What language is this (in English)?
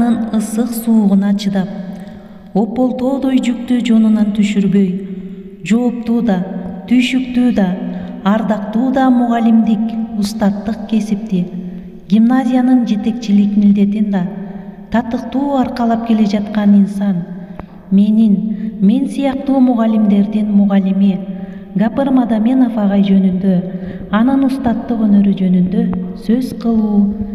Kyrgyz